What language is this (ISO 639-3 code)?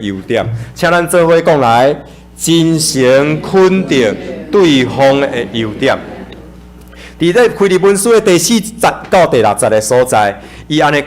nan